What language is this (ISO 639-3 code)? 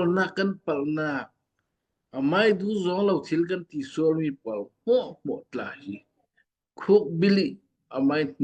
cfm